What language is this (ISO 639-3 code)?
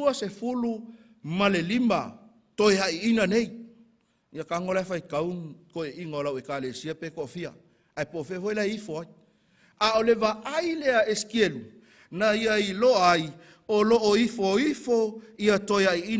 smo